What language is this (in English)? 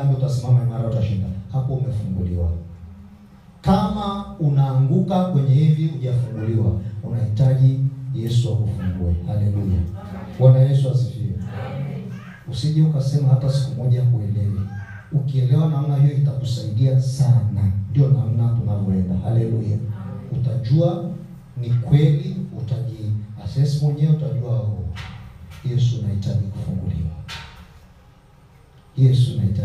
Swahili